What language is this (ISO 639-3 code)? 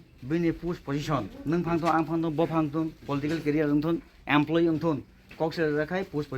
trp